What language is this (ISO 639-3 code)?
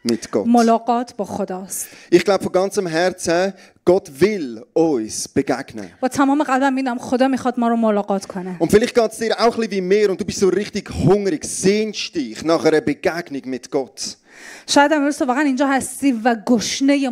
gsw